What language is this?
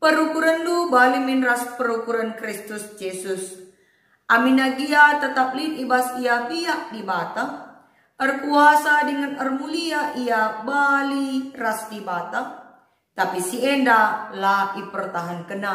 Batak Karo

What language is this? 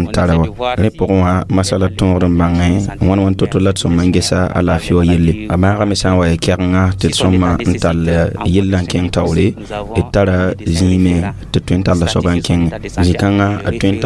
Mossi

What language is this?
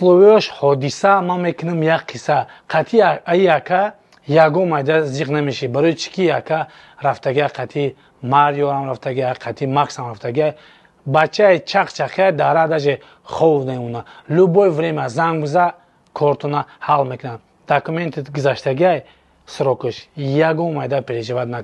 Tajik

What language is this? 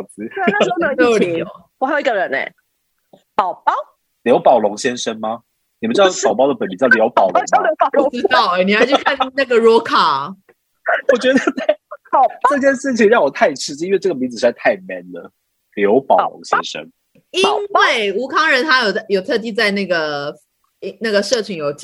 Chinese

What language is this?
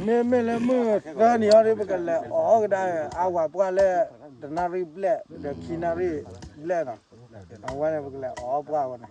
S'gaw Karen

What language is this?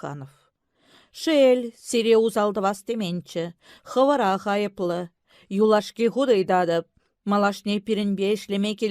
Chuvash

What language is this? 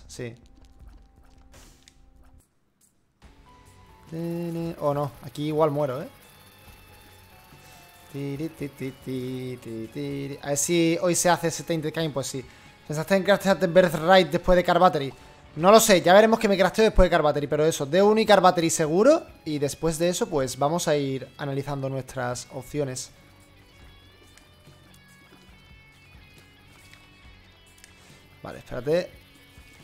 Spanish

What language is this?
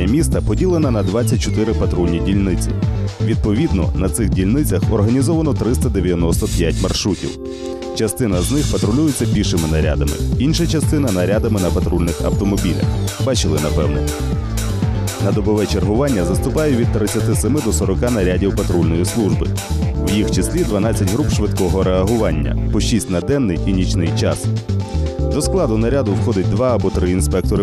Ukrainian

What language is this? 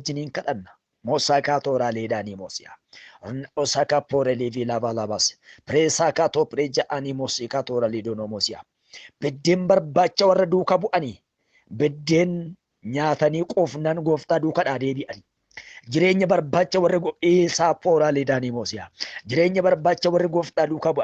Oromo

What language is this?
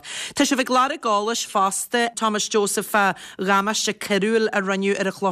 Irish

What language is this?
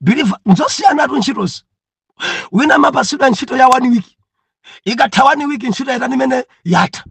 Nyanja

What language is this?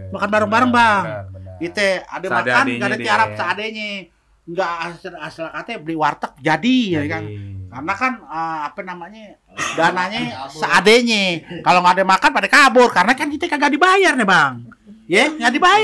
Betawi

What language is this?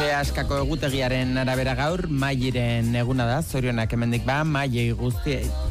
Basque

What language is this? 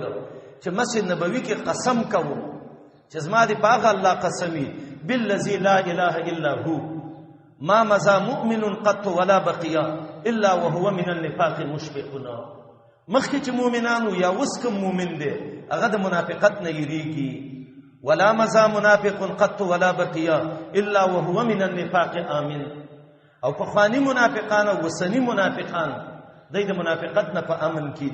Pashto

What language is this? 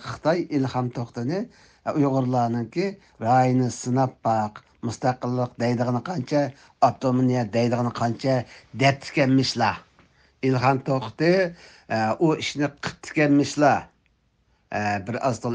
Uyghur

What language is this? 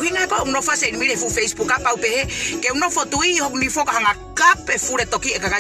Tongan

